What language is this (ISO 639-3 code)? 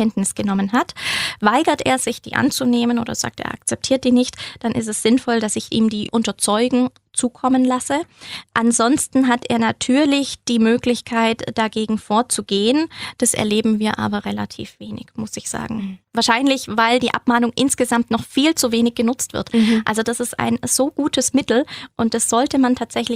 deu